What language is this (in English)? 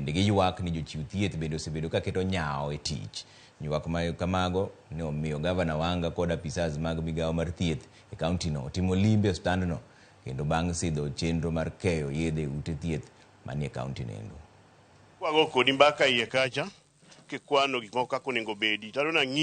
Luo (Kenya and Tanzania)